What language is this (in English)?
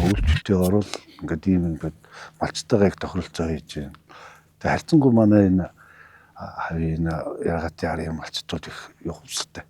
Mongolian